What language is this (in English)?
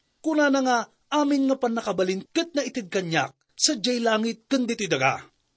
Iloko